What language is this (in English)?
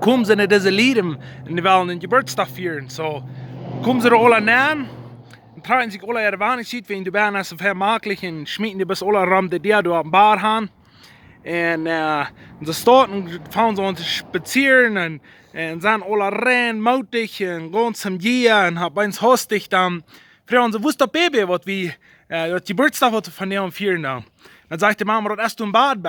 Plautdietsch